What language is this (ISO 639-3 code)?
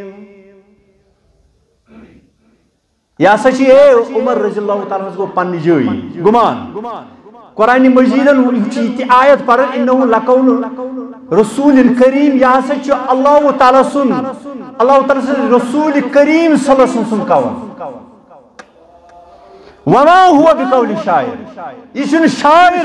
kas